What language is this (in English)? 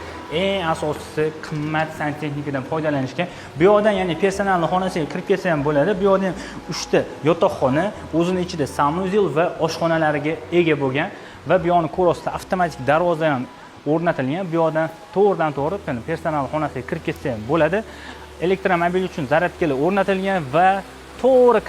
Uzbek